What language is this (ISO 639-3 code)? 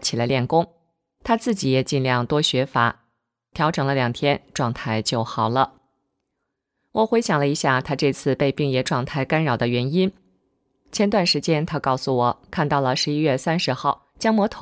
zho